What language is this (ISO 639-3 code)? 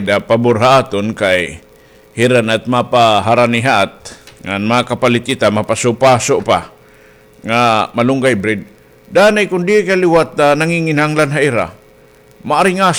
war